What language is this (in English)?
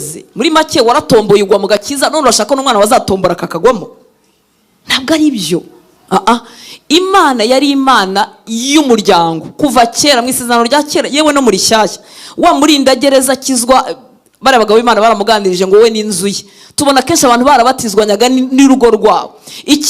Kinyarwanda